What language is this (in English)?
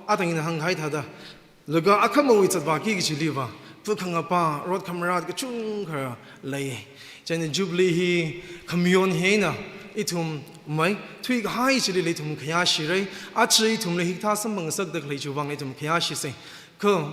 Tangkhul Naga (India)